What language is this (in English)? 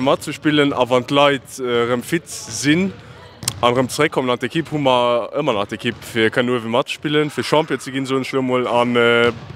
Luxembourgish